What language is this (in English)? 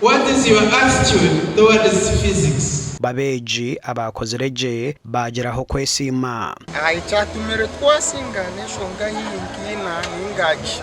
Nyankole